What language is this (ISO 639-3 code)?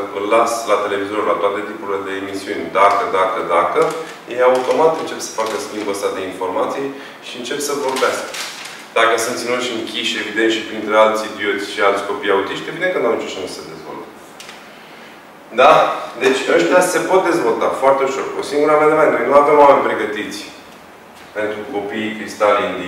ron